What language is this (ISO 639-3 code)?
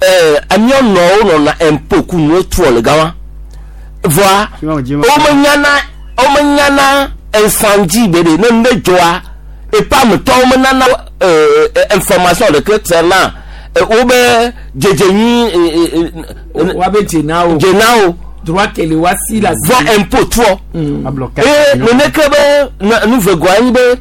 gej